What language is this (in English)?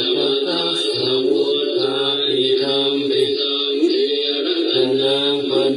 Pali